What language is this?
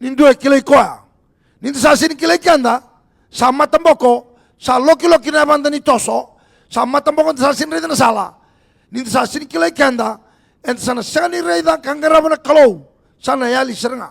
Fijian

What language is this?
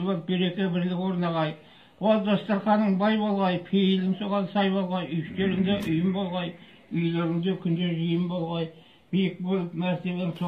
Kazakh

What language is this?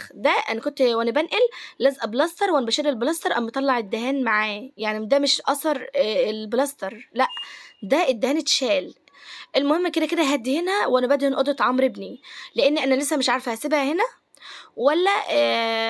Egyptian Arabic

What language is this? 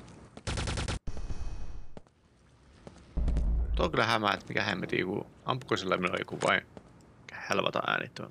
Finnish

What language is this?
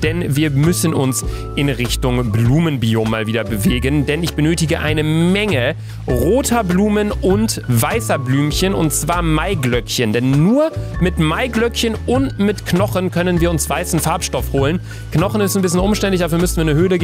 German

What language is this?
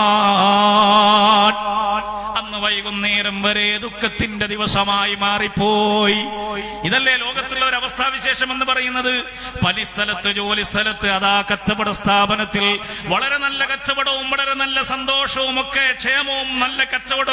Malayalam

